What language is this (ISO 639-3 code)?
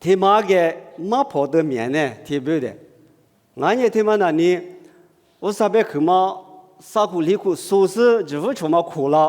lis